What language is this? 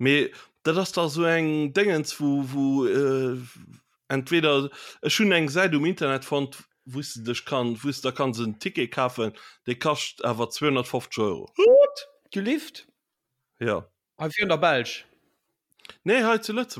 Luxembourgish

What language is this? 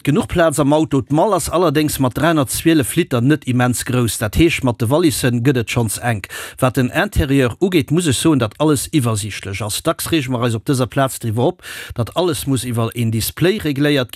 Luxembourgish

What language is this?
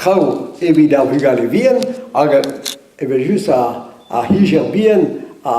Breton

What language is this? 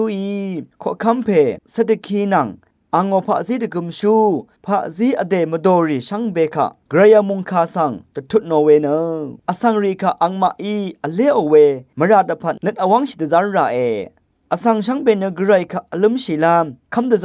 Rawang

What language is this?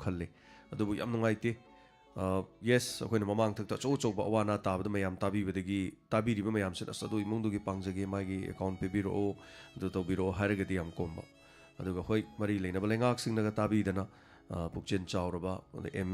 Manipuri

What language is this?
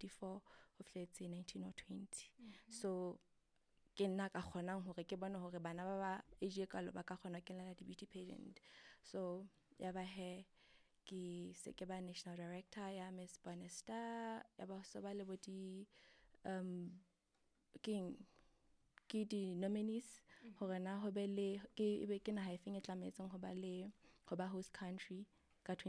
Southern Sotho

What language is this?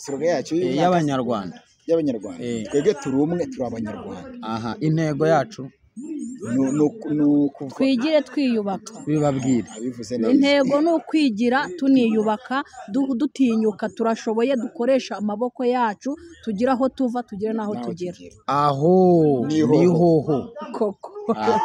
Kinyarwanda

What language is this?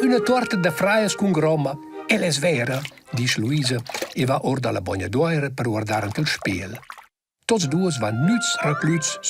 Romansh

